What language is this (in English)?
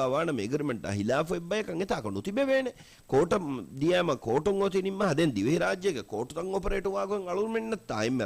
Divehi